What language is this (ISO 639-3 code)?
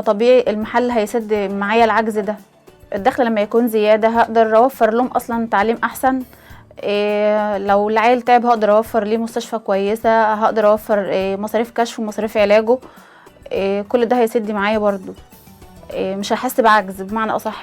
arz